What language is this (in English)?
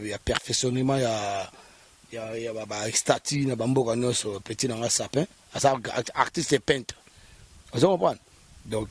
Lingala